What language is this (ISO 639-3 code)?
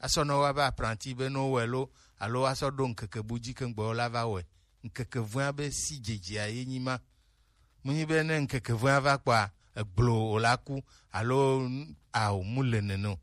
gej